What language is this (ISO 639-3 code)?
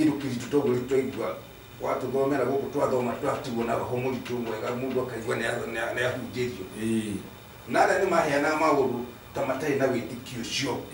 kik